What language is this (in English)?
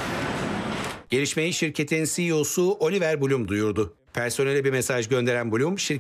Turkish